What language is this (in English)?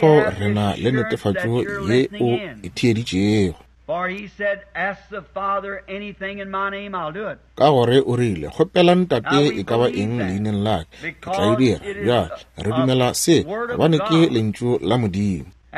Northern Sotho